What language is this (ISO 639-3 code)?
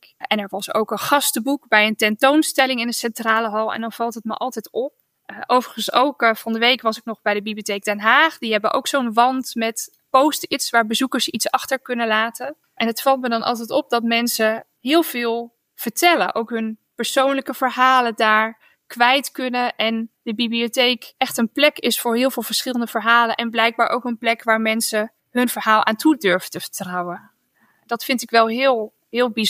nld